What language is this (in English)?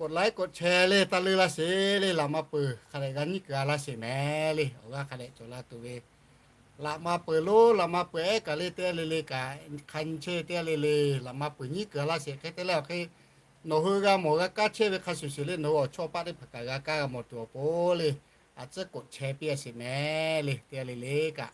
Lahu